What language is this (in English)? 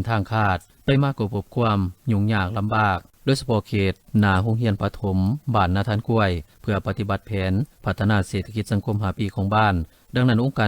Lao